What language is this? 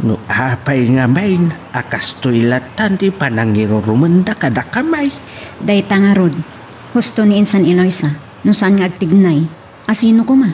Iloko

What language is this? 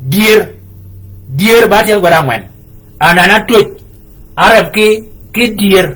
Shilluk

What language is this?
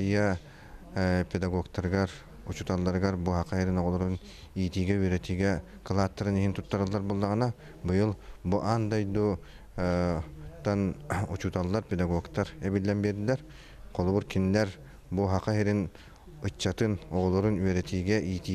Yakut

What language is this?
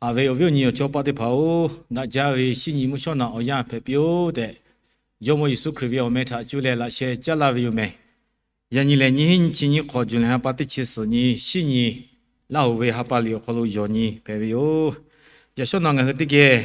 Lahu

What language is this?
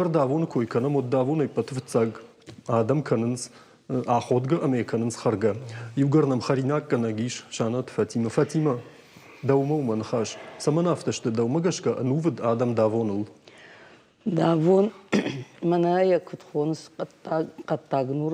Ossetic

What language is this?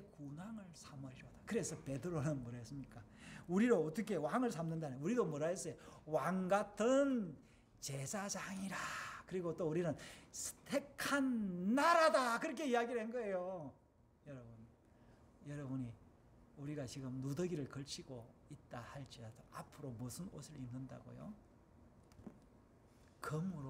Korean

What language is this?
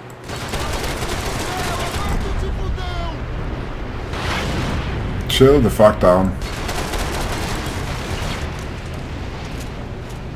Danish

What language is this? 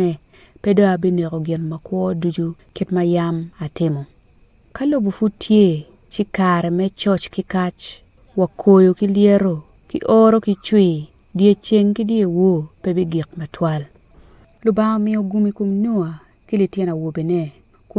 Acoli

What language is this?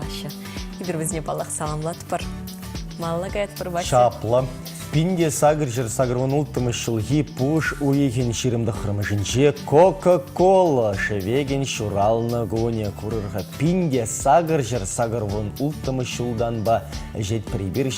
Chuvash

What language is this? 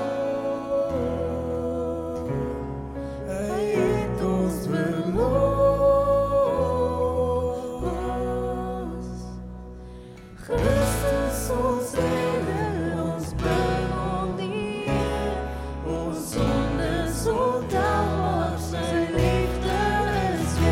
Afrikaans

